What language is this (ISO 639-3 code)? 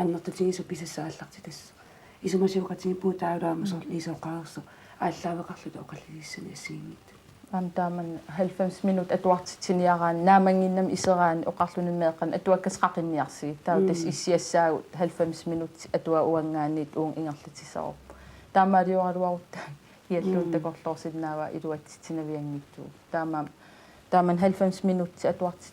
kal